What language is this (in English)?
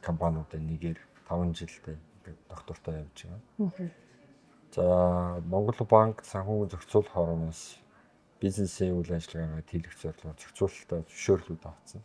Mongolian